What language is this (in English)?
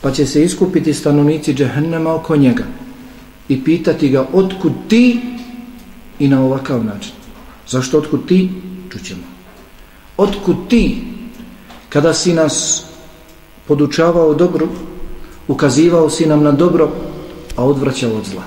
Bosnian